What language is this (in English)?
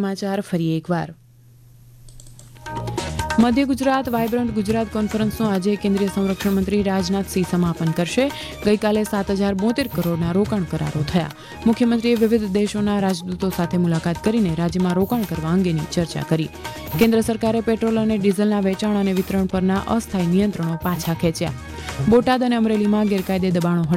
Gujarati